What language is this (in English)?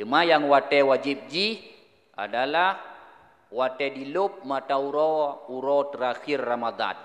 Achinese